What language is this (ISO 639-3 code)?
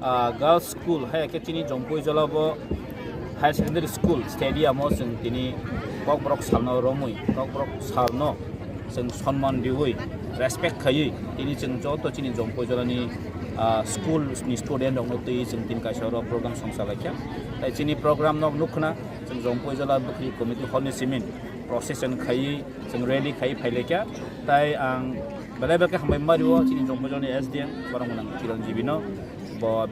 trp